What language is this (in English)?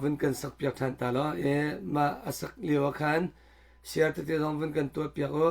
Hakha Chin